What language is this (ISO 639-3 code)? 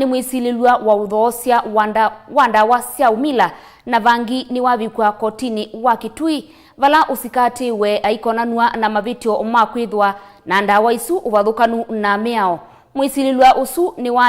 kam